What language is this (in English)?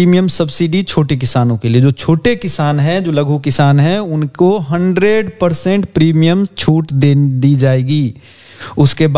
Hindi